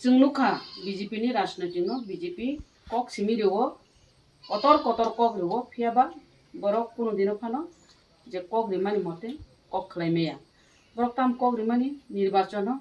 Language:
Kok Borok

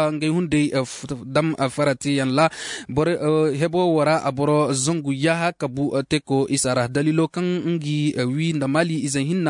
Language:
Zarma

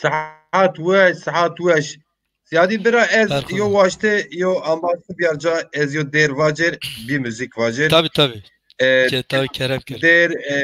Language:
Zaza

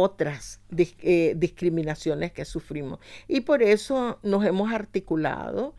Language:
Spanish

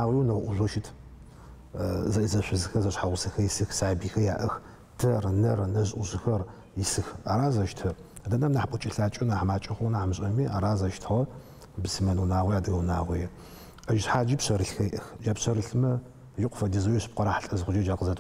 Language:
Adyghe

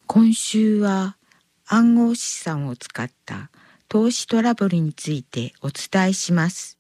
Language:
Japanese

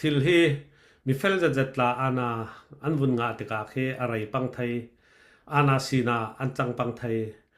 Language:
Falam Chin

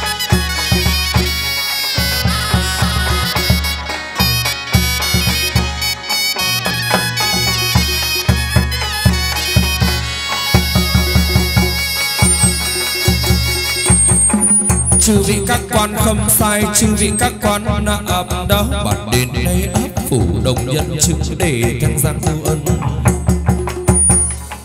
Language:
Vietnamese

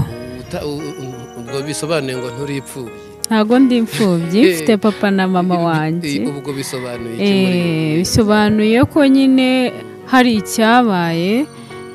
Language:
Kinyarwanda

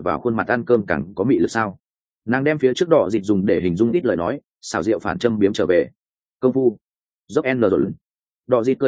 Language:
Vietnamese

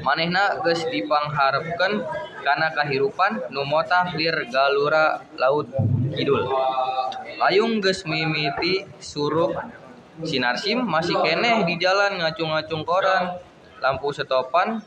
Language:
Sundanese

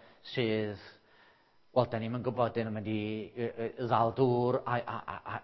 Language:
Welsh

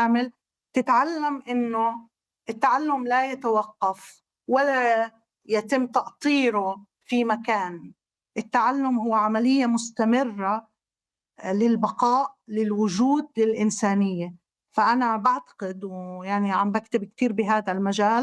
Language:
North Levantine Arabic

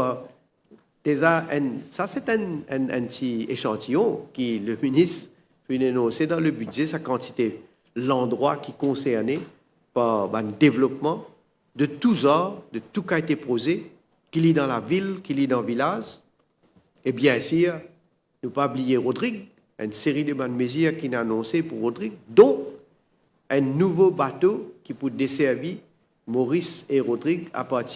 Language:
Morisyen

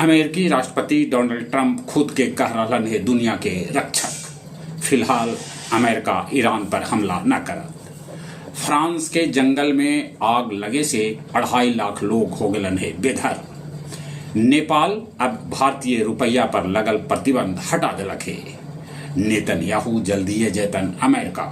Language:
Magahi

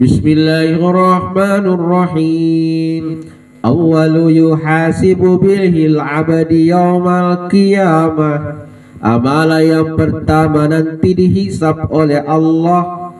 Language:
Buginese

